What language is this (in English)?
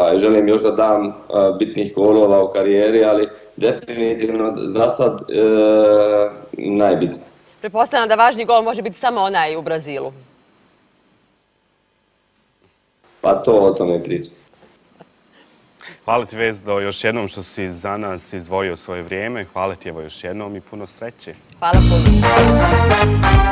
Bosnian